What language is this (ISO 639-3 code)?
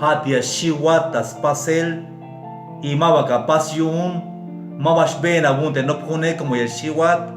tzh